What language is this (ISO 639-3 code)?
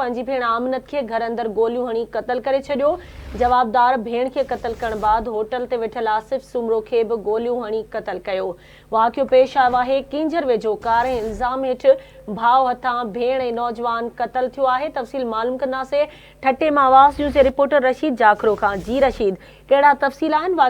snd